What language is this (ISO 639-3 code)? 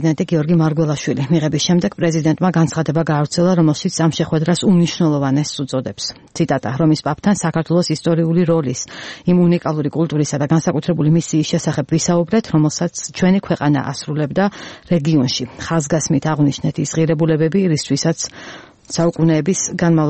kat